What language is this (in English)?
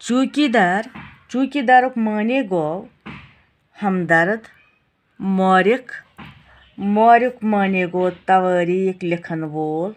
Kashmiri